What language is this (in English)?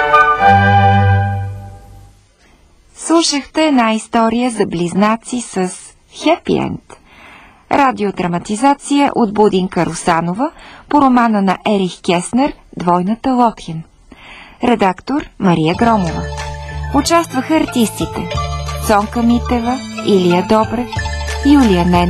Bulgarian